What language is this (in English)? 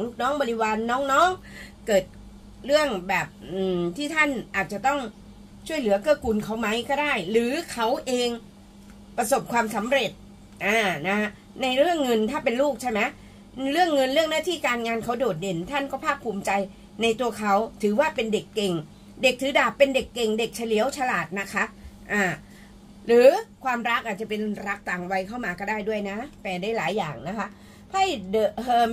Thai